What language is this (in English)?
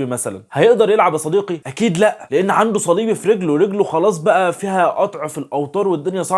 Egyptian Arabic